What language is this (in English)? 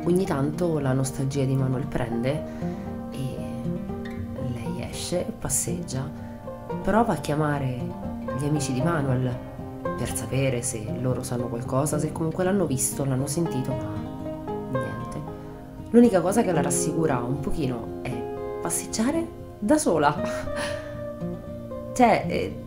Italian